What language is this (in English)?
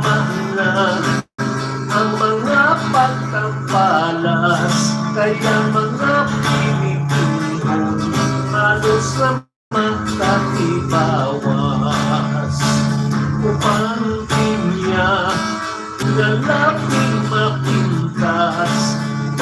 Hiligaynon